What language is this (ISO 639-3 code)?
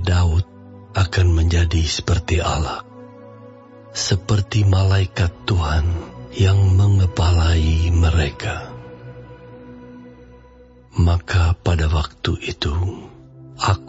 ind